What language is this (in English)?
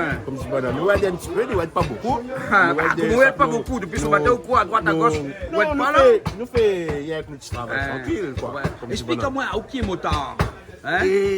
Réunion Creole French